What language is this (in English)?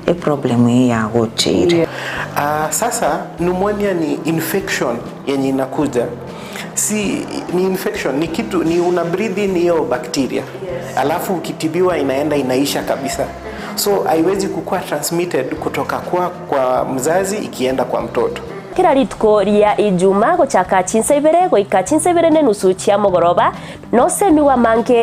Gusii